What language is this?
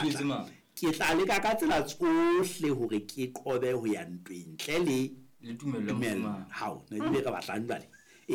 Southern Sotho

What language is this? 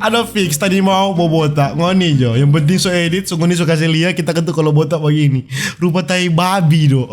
Manado Malay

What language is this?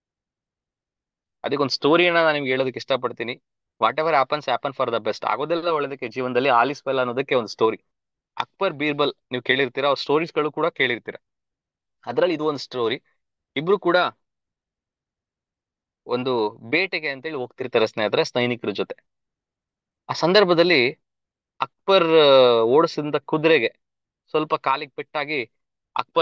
Kannada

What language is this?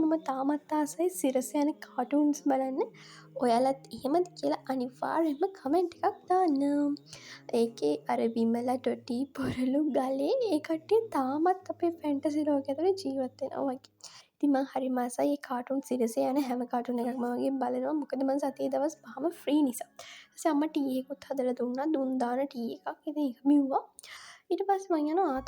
Sinhala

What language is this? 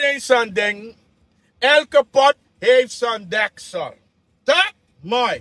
Sranan Tongo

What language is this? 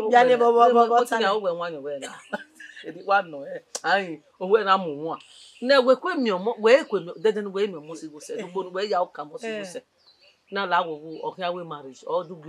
Bini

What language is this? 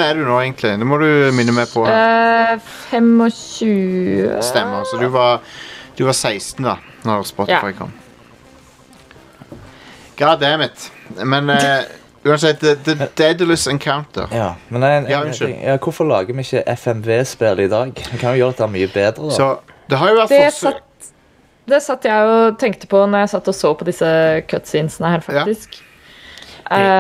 Norwegian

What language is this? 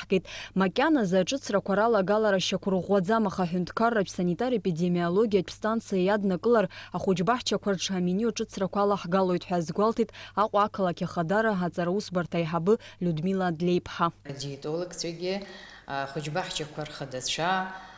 Abkhazian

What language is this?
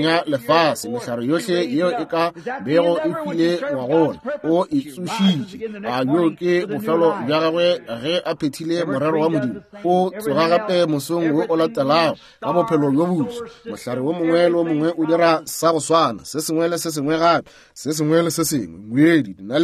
Northern Sotho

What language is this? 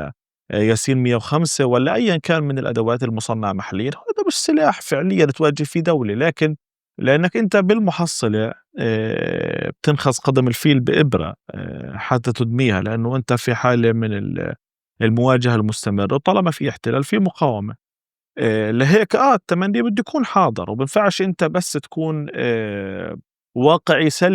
North Levantine Arabic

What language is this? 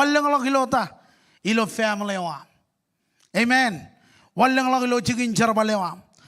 Marshallese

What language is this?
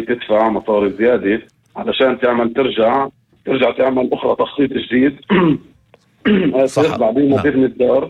North Levantine Arabic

